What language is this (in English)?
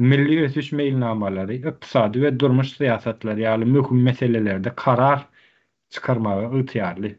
Turkmen